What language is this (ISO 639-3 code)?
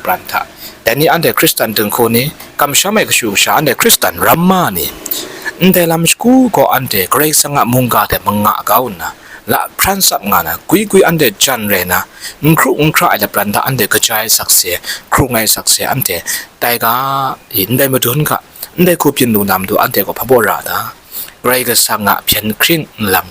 kac